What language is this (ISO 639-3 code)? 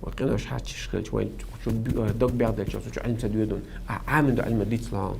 che